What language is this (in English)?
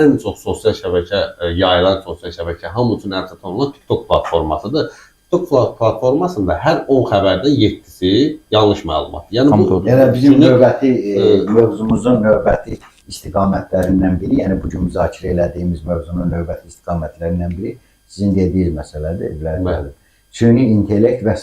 Azerbaijani